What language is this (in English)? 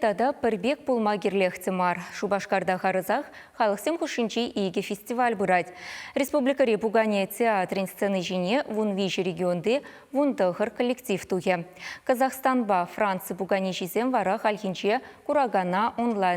Chuvash